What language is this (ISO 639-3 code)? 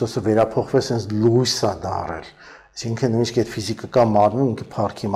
hye